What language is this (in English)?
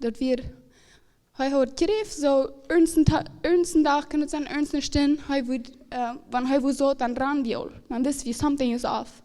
Plautdietsch